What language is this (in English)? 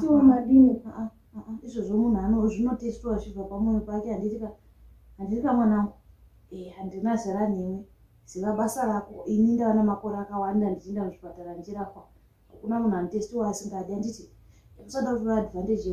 Shona